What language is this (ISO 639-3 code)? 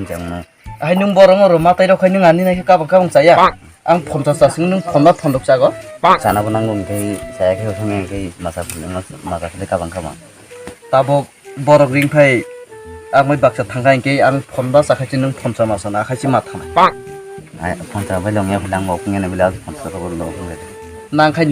trp